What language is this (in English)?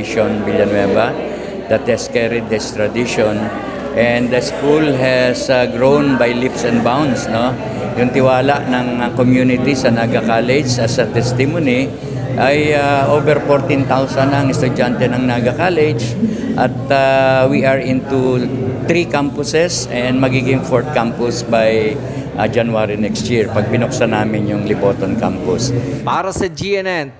Bikol